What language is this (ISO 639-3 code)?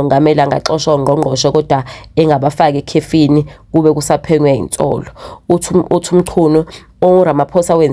zul